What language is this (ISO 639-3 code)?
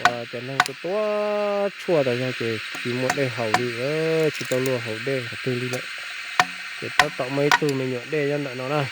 hmn